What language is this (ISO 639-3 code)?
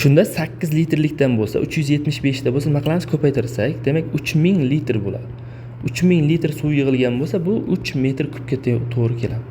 uzb